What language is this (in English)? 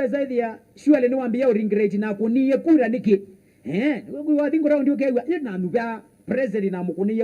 Kamba